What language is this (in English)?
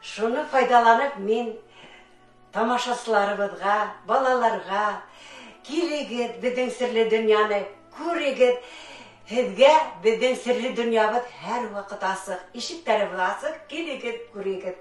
Bashkir